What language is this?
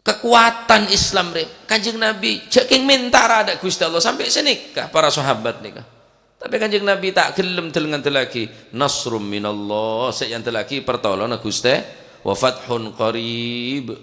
Madurese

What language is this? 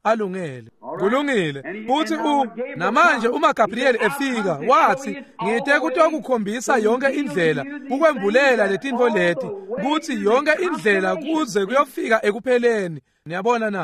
Swati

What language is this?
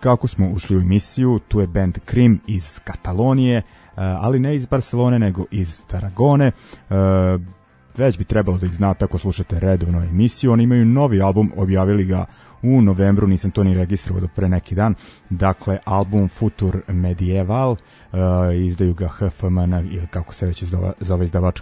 Serbian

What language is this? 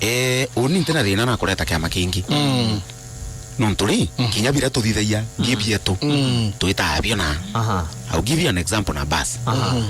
Meru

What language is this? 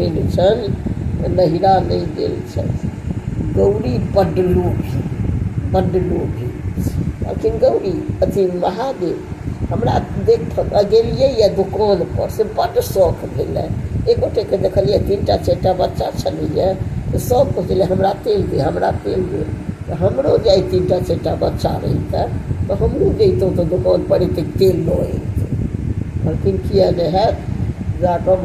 Maithili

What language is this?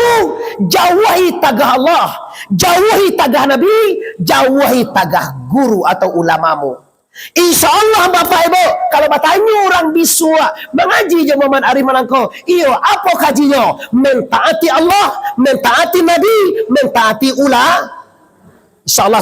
Minangkabau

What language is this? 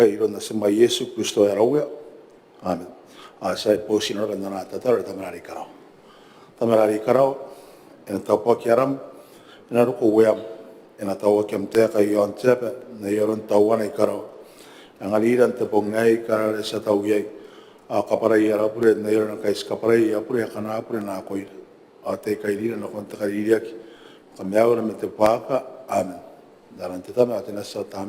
Gilbertese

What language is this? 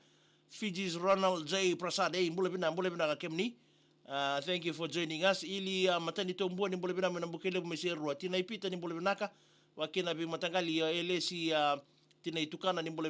Fijian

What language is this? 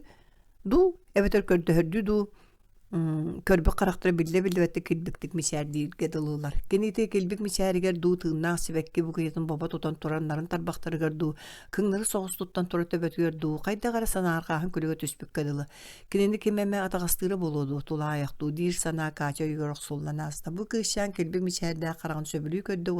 Yakut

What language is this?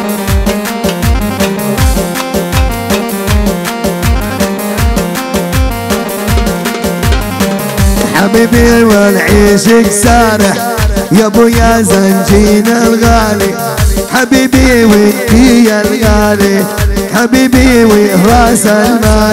South Levantine Arabic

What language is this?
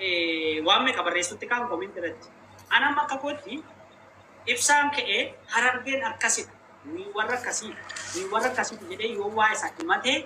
Oromo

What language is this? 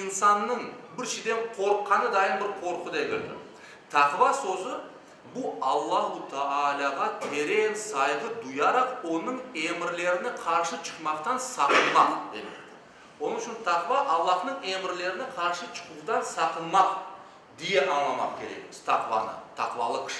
Crimean Tatar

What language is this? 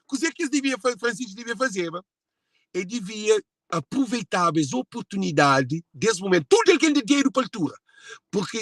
Kabuverdianu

